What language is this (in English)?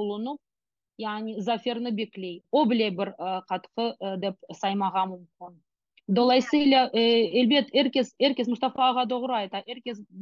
Crimean Tatar